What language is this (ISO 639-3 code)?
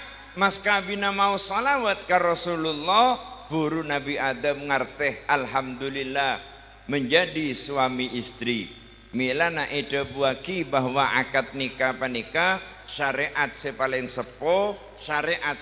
mad